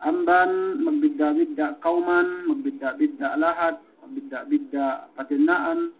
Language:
Yakan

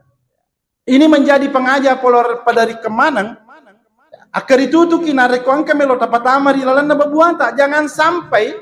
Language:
Buginese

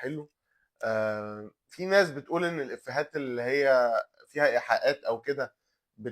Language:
Egyptian Arabic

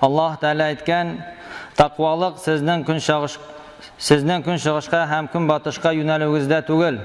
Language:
Tatar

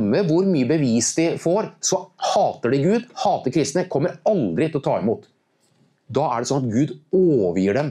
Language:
Norwegian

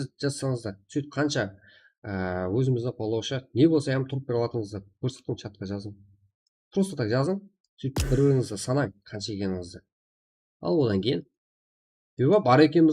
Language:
Kara-Kalpak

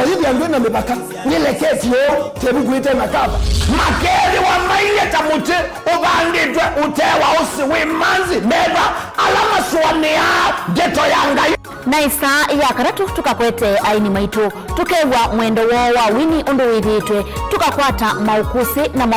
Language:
Kamba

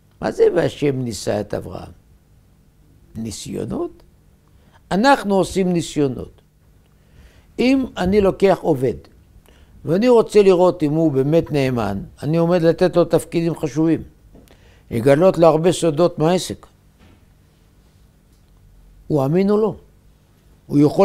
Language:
Hebrew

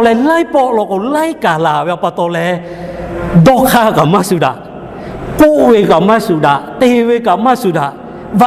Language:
Lahu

